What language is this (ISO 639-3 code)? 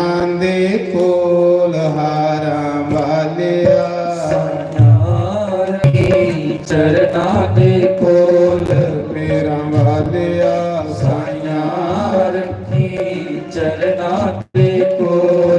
doi